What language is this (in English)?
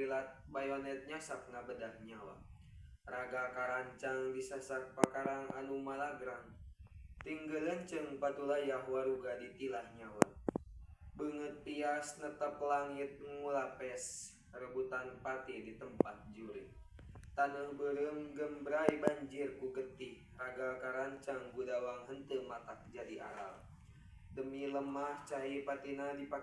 Sundanese